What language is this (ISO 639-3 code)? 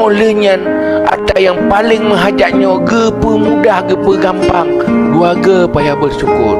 ace